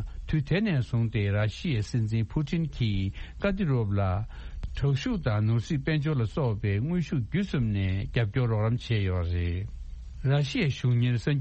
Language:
Tibetan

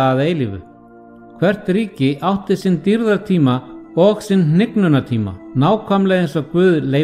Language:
Icelandic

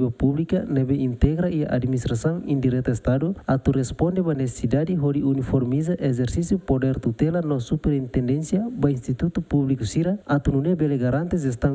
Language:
Tetum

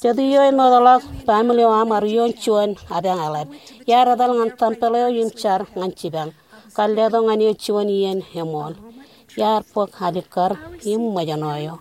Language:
Marshallese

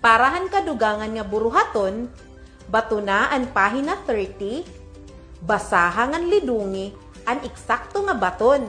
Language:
Waray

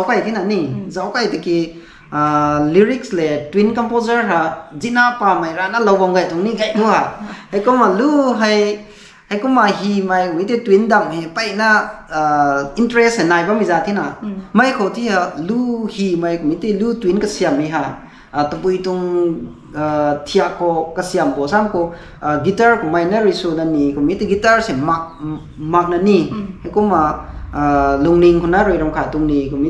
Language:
Rongmei Naga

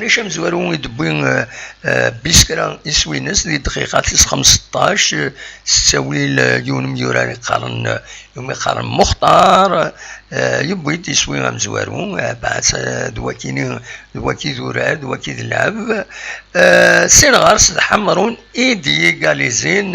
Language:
Kabyle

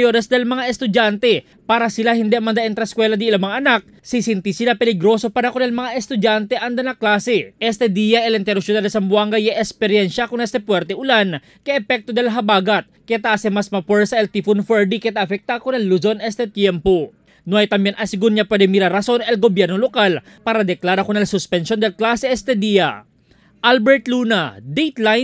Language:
Chavacano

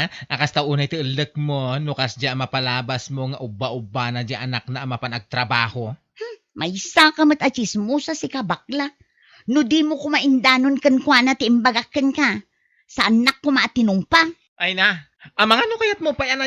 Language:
Iloko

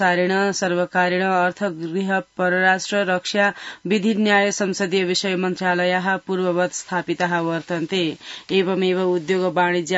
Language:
Sanskrit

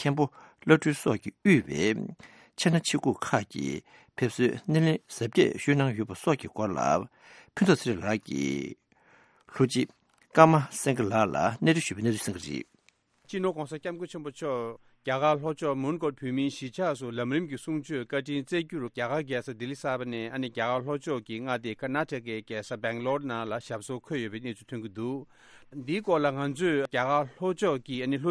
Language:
Tibetan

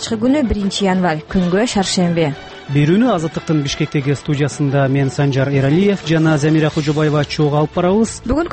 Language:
Kyrgyz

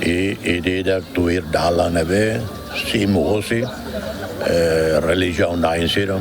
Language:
Tetum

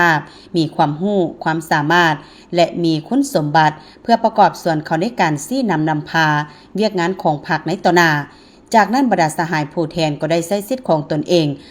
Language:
Lao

